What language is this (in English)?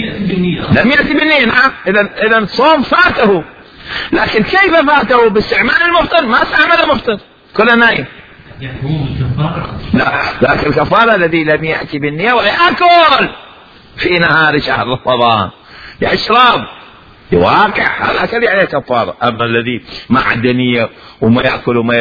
Mesopotamian Arabic